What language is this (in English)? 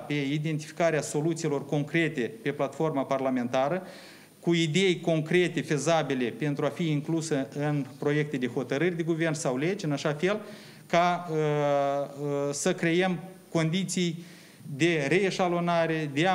Romanian